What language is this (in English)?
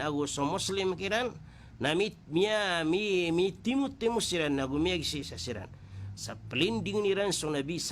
Maranao